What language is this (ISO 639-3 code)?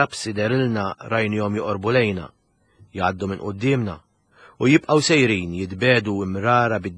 mlt